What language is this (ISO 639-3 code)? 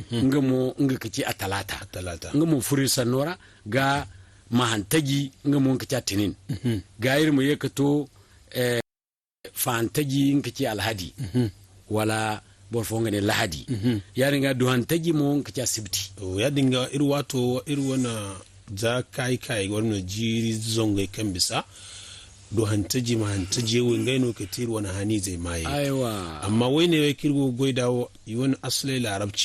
dje